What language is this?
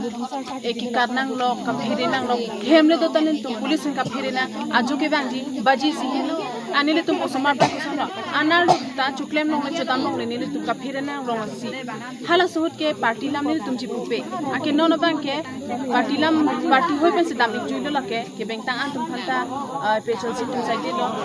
Karbi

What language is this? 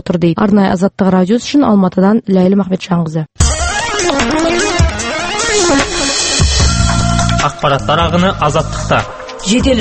Kazakh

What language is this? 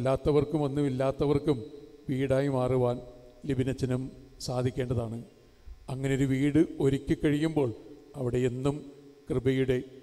Malayalam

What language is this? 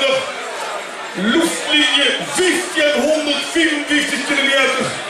Limburgish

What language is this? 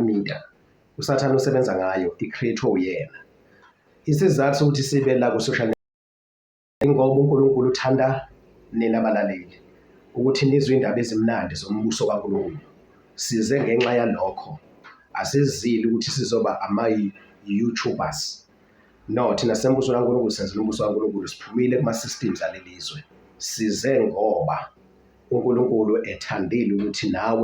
Zulu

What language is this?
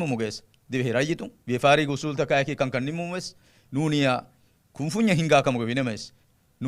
Divehi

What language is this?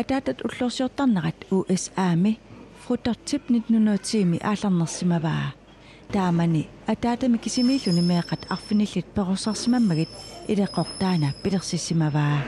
Kalaallisut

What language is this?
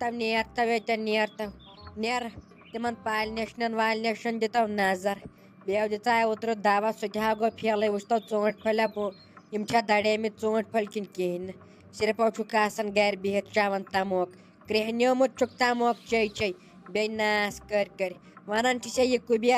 Kashmiri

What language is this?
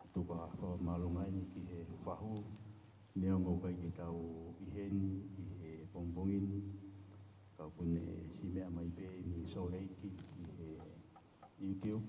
Tongan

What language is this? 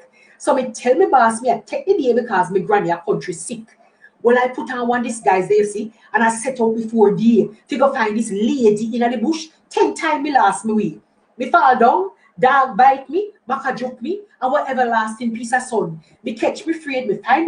Jamaican Creole English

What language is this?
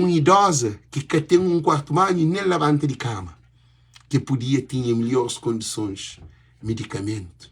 Kabuverdianu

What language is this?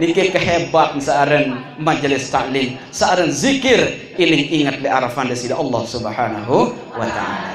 Sasak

